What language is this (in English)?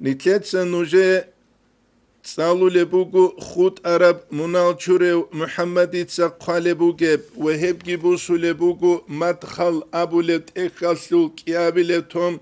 Avaric